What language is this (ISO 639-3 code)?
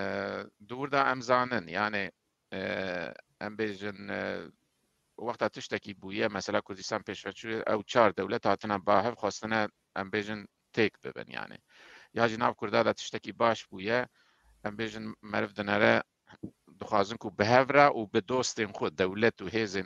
kur